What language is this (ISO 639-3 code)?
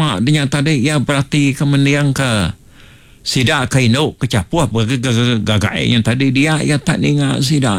iba